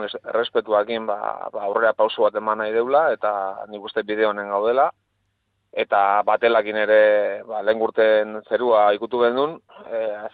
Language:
Basque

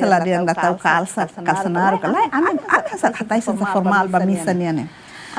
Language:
Tetum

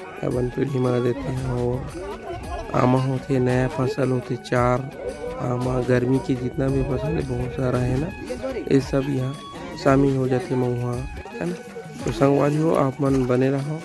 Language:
Chhattisgarhi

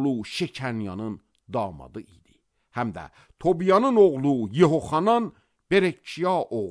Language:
Azerbaijani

